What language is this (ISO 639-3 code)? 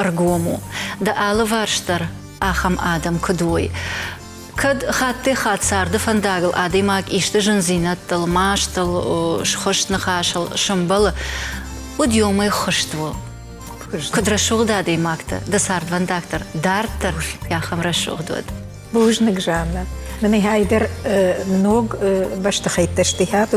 oss